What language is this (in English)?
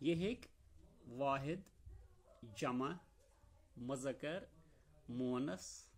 Kashmiri